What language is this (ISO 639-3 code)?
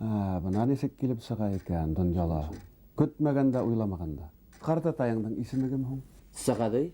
bak